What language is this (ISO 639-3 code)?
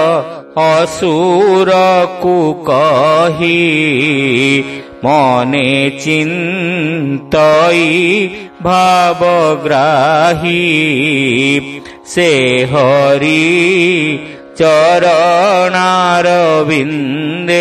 ori